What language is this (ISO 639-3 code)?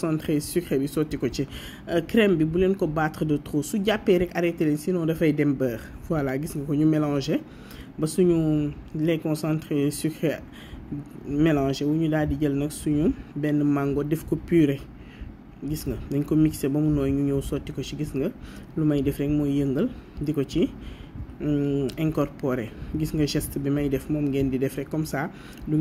wol